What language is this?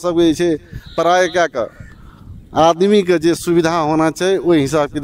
Maithili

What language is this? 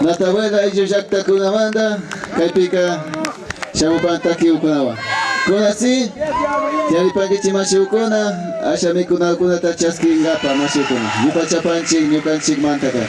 Imbabura Highland Quichua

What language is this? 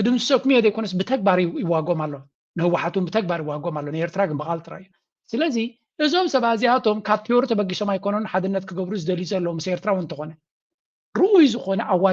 Tigrinya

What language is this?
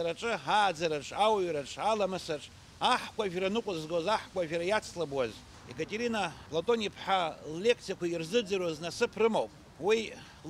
Abkhazian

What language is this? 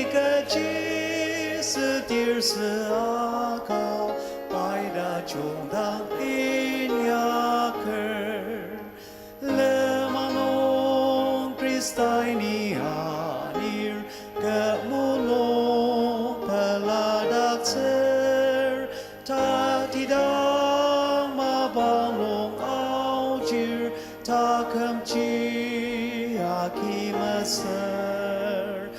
Ao Naga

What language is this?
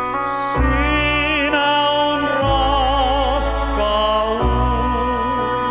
Finnish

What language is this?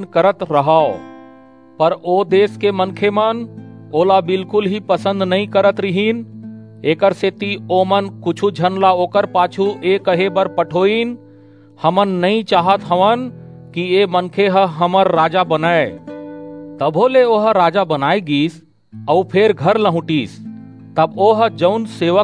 Chhattisgarhi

